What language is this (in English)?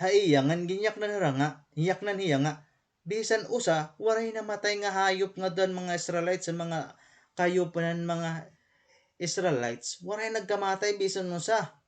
Waray